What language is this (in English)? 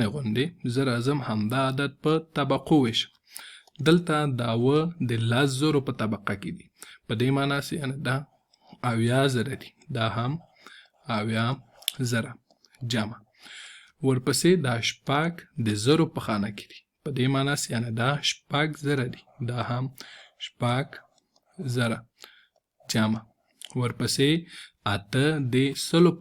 Pashto